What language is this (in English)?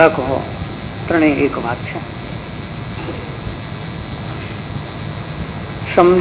Gujarati